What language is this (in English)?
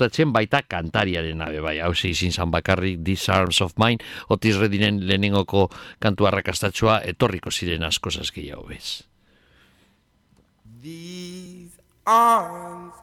Basque